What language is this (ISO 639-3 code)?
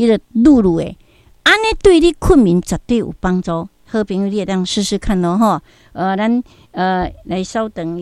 nan